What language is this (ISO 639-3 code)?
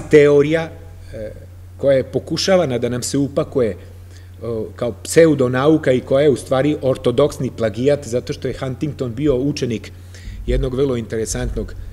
srp